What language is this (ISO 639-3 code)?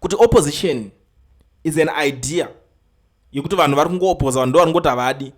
sna